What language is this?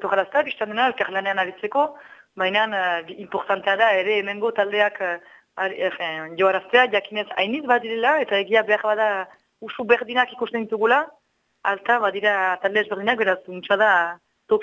Basque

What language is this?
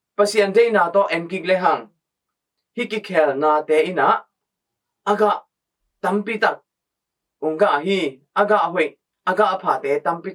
Tedim Chin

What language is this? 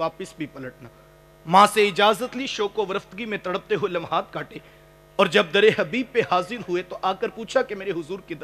Urdu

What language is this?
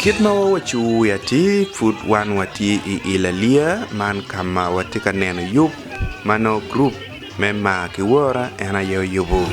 Acoli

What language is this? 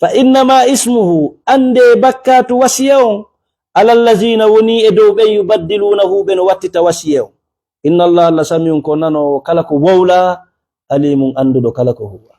Fula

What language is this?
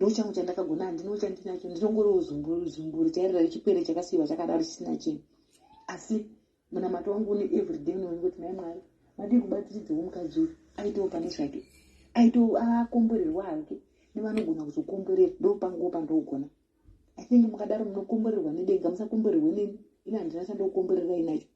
Shona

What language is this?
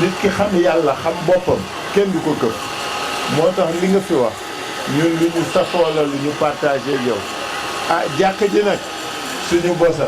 Wolof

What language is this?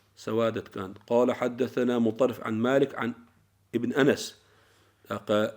Chechen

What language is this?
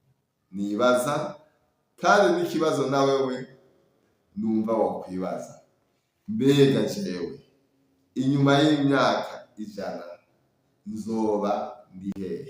Rundi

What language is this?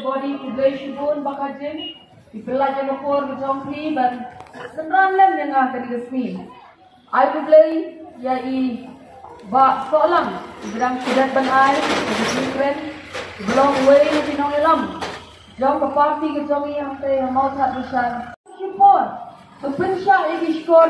Khasi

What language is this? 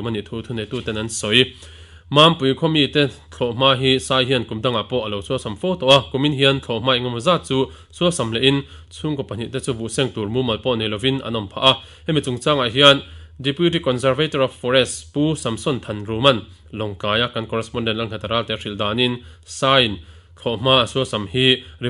Mizo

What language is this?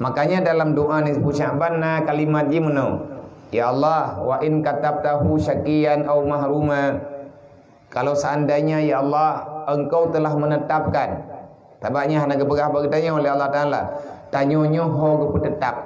Achinese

